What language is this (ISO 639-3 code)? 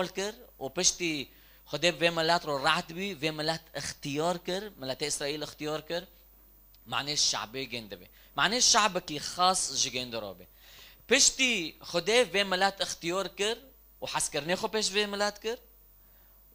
kur